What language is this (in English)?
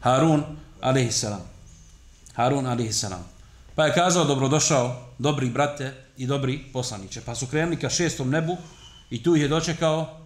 Bosnian